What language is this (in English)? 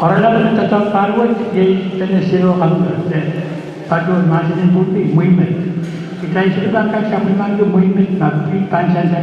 Pohnpeian